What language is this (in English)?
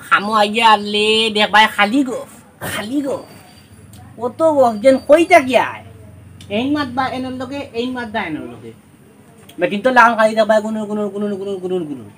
Sylheti